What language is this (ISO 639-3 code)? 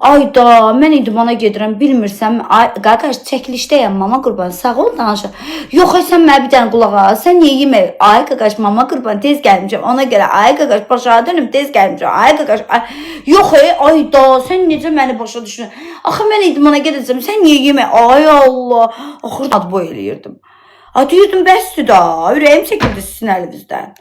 aze